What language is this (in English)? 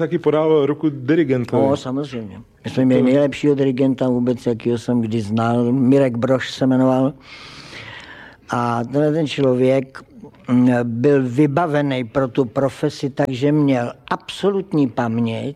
Czech